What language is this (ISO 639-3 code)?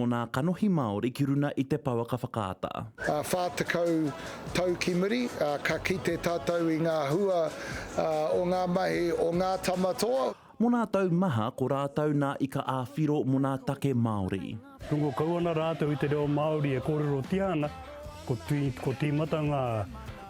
mri